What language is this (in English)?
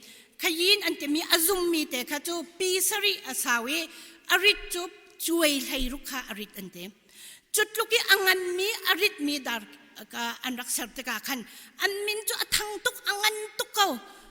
Hakha Chin